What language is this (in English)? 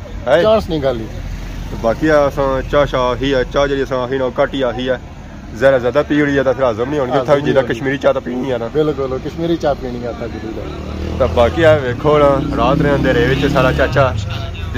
Pahari-Potwari